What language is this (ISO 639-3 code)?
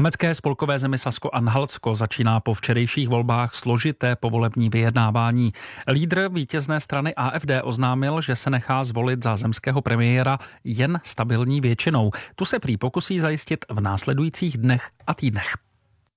ces